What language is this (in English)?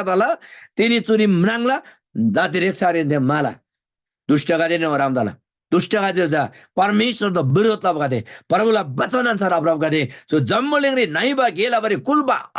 Eastern Tamang